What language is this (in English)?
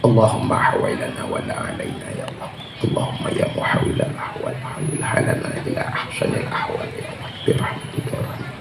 Achinese